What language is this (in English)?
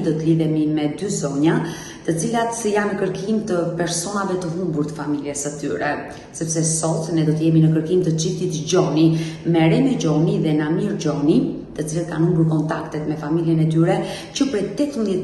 Albanian